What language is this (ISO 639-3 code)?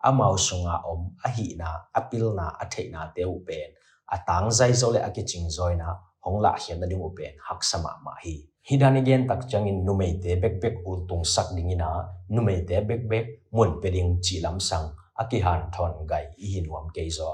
ctd